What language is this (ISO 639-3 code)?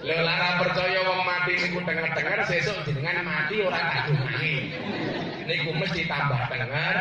jav